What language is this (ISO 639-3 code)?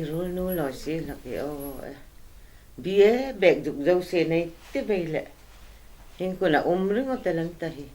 hmr